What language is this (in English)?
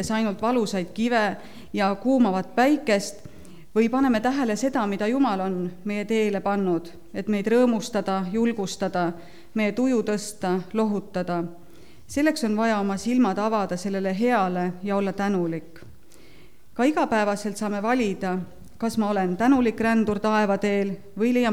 Estonian